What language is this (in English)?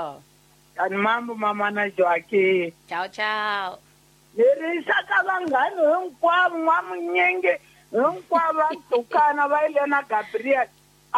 Tsonga